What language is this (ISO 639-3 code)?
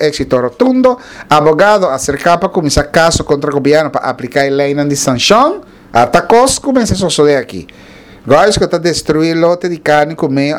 pap